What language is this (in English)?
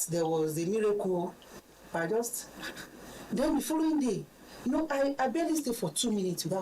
Ewe